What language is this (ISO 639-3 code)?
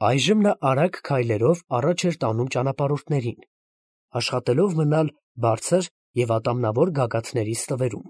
hye